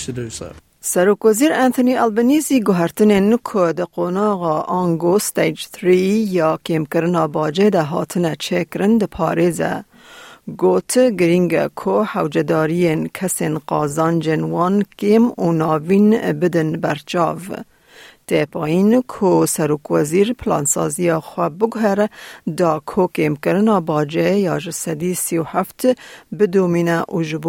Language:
Kurdish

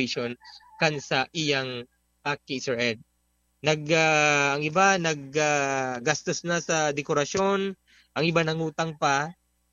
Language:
Bikol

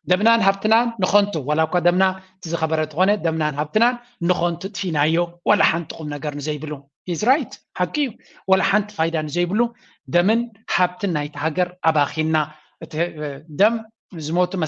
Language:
Tigrinya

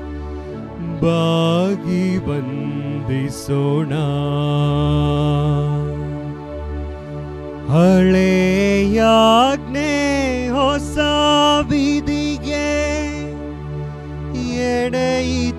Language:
Kannada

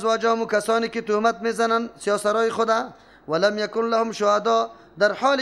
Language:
Persian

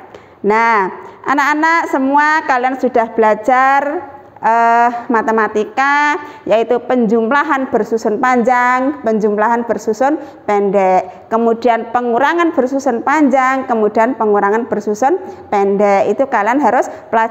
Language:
Indonesian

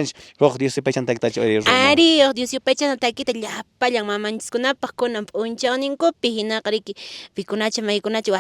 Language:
Quechua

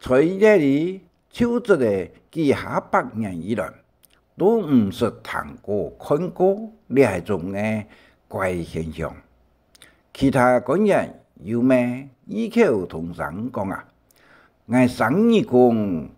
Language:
Hakka Chinese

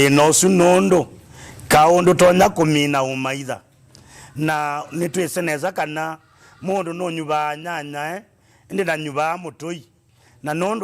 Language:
Kamba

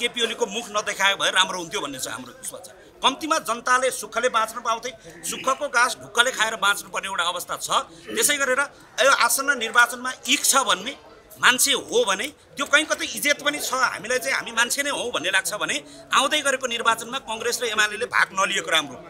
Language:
Nepali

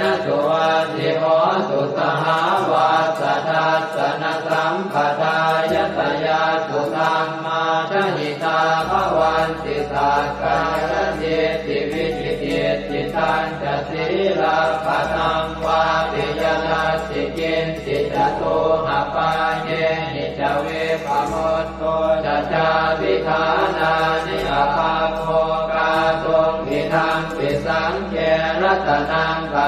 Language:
Pali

